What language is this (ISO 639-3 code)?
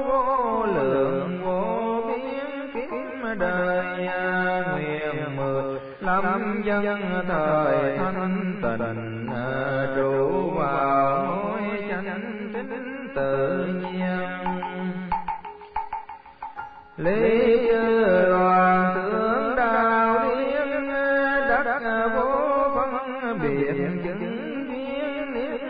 vie